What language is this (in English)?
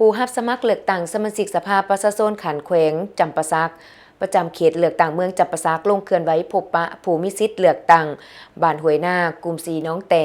Lao